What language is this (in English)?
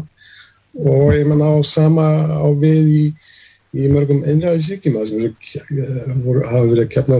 Icelandic